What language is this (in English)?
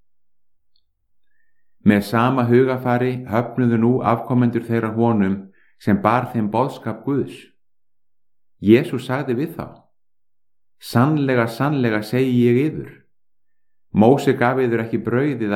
Icelandic